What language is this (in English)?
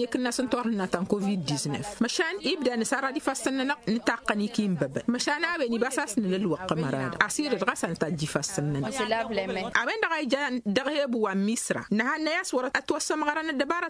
Tamasheq